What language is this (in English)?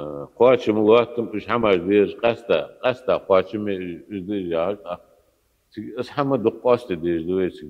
Ingush